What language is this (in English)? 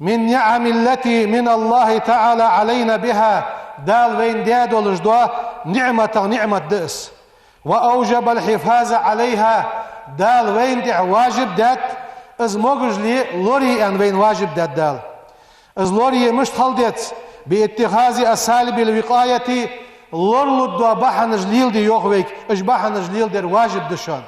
Ingush